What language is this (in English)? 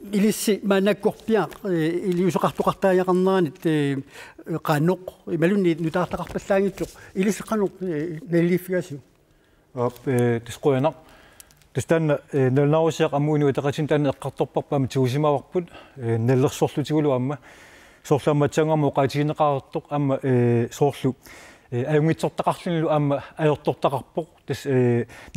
Kalaallisut